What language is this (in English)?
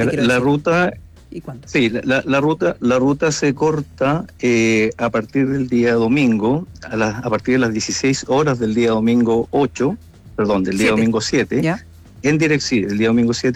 Spanish